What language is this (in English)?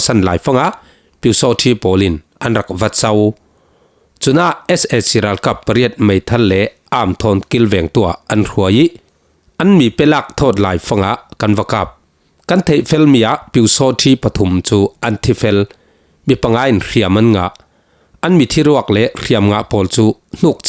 Falam Chin